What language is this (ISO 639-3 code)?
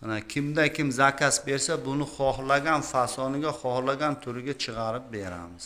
uzb